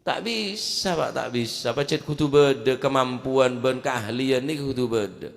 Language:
Madurese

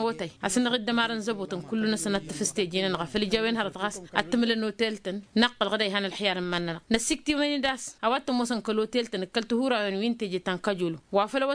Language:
Tamasheq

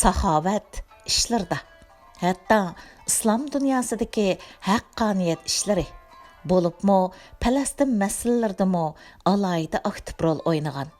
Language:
Uyghur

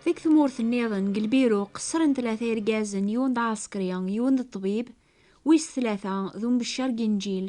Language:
Kabyle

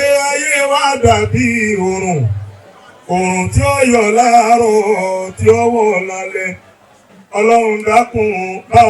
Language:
Yoruba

